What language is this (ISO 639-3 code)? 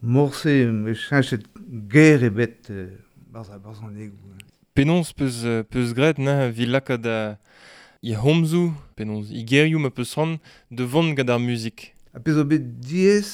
bre